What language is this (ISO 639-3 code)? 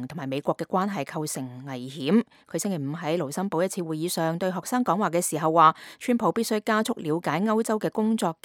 yue